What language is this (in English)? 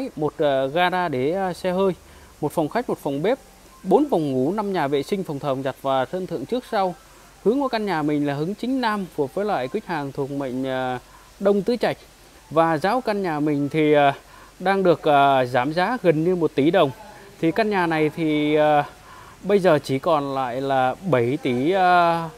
Vietnamese